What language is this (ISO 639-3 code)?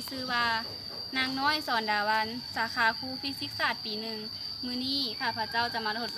lao